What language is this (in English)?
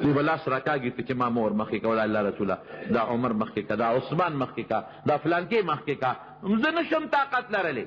Pashto